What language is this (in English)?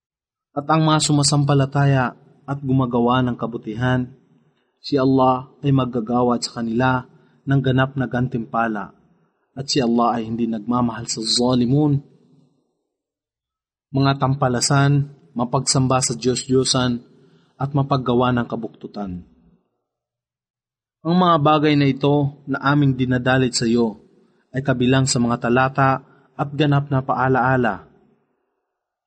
Filipino